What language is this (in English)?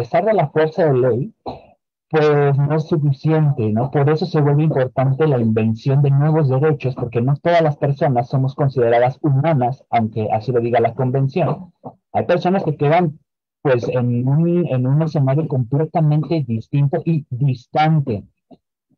Spanish